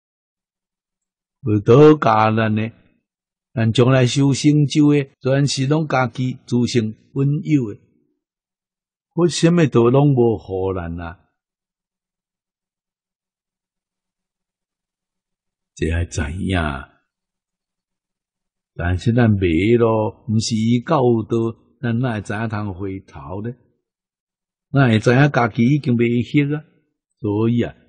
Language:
Min Nan Chinese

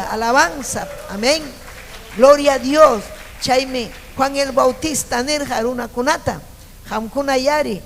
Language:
Ayacucho Quechua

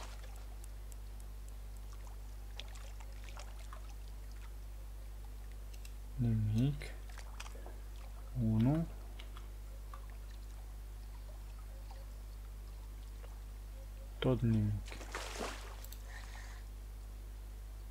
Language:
Romanian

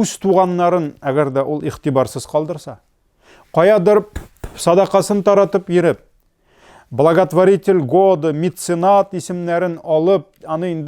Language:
Tatar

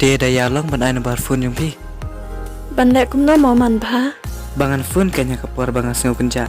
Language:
Khasi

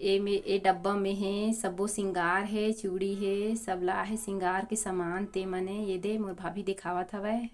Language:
Chhattisgarhi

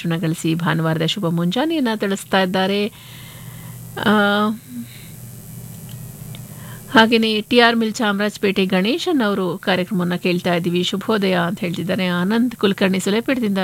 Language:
Kannada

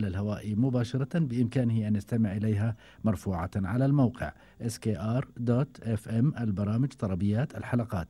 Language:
Gulf Arabic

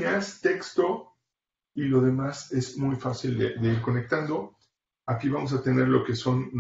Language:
Spanish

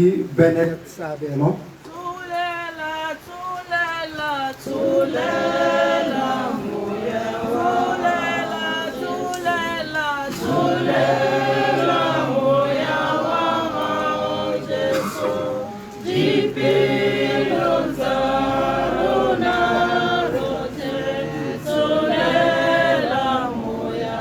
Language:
Tswana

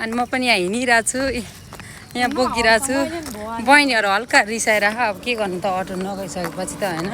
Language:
Nepali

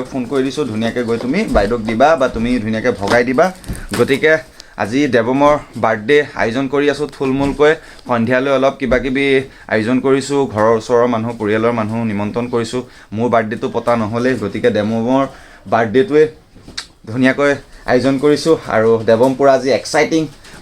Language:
Assamese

